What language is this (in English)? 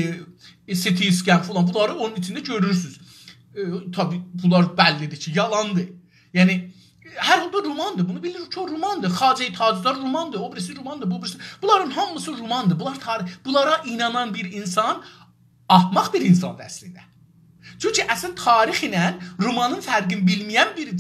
South Azerbaijani